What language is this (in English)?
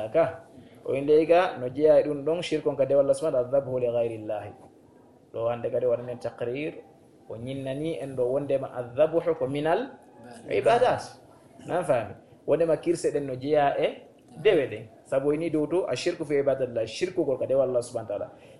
Fula